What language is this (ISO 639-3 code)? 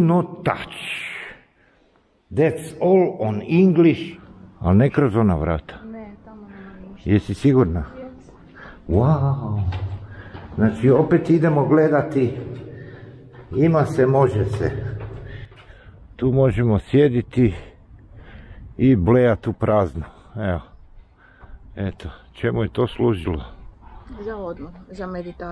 hrv